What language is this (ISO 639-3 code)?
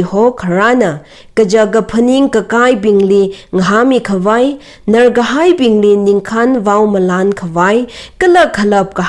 nmf